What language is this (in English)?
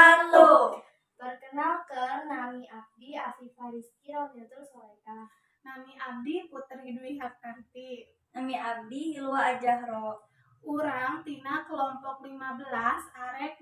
Sundanese